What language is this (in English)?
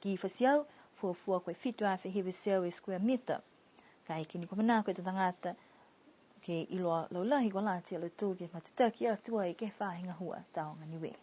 Niuean